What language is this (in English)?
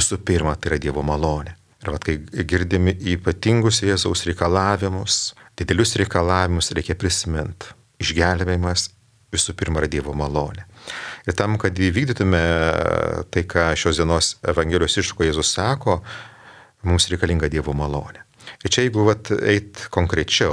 Lithuanian